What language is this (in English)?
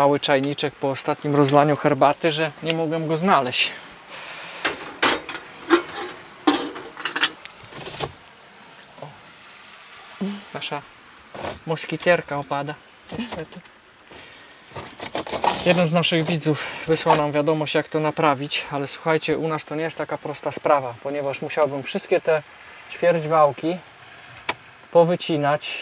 Polish